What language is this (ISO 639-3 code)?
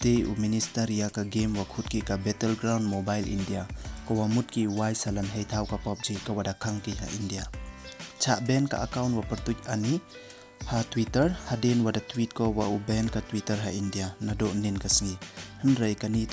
pbv